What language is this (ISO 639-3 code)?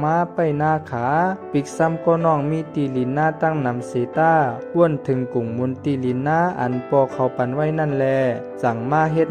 shn